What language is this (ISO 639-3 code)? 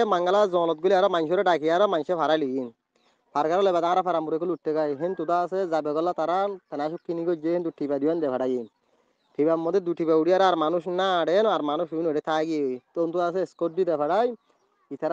rhg